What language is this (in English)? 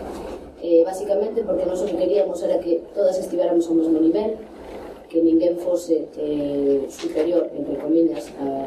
Galician